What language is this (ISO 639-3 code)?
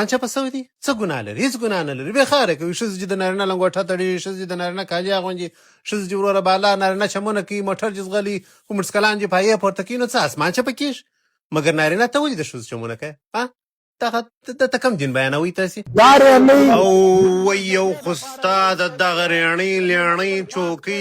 pus